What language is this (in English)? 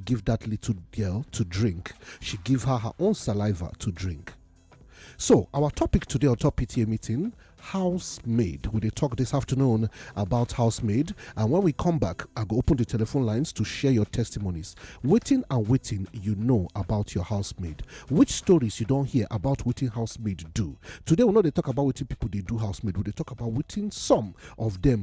Nigerian Pidgin